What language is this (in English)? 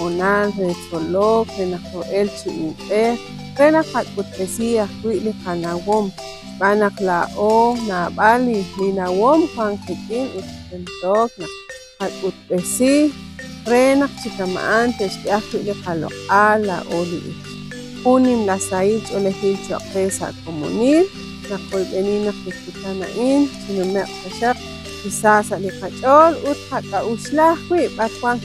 Kekchí